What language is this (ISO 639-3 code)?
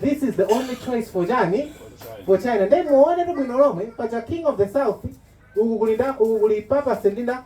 nya